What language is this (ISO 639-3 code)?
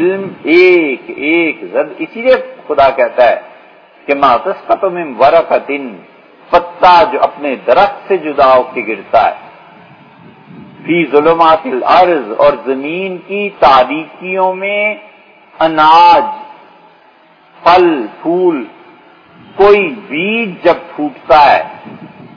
urd